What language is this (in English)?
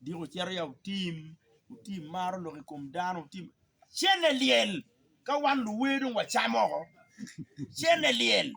Acoli